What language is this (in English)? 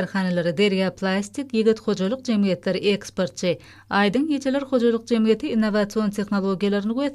Turkmen